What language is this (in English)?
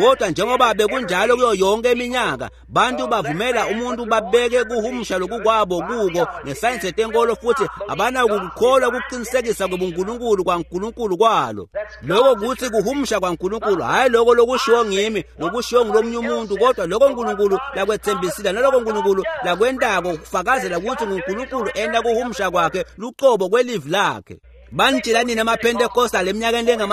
Swati